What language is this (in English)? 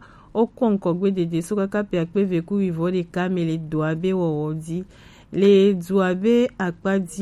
Gen